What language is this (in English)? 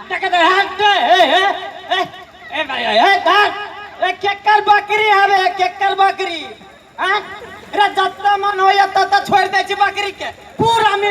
Maithili